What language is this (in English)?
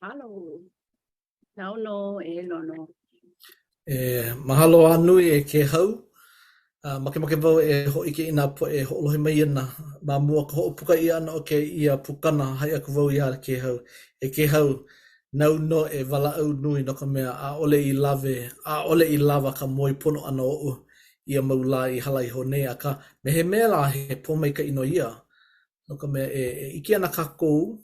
Hawaiian